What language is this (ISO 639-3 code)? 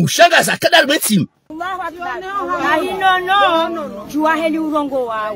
zdj